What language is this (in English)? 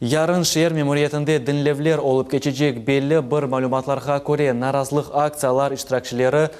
Crimean Tatar